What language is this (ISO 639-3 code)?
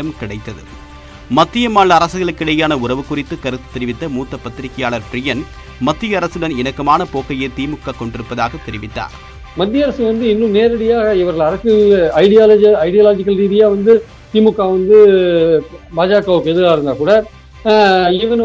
tam